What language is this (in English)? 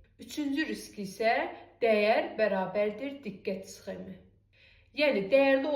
Azerbaijani